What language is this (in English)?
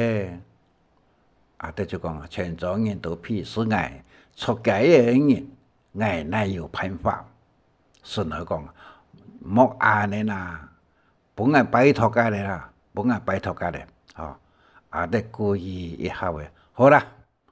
Hakka Chinese